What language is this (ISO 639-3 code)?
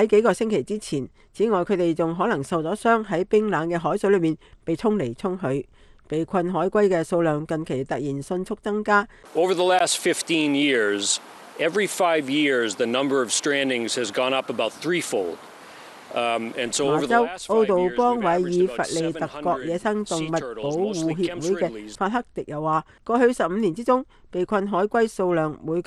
yue